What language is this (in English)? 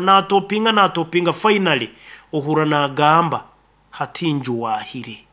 Nyankole